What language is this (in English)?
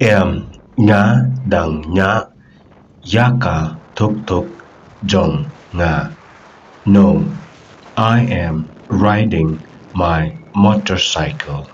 Khasi